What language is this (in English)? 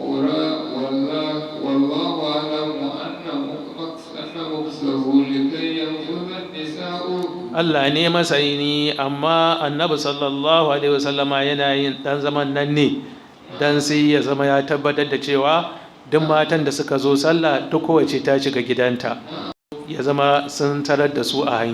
Hausa